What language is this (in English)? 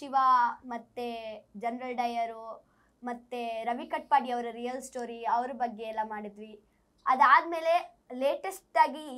Kannada